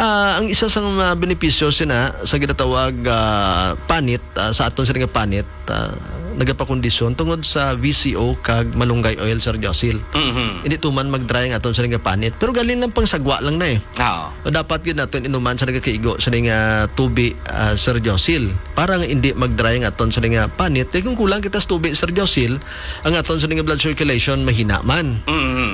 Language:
Hiligaynon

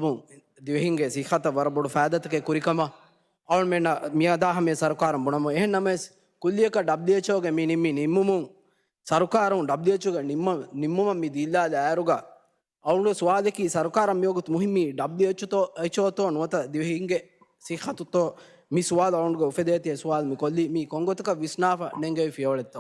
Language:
Divehi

